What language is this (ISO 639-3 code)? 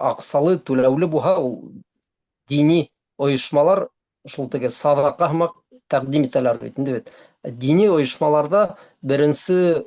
bak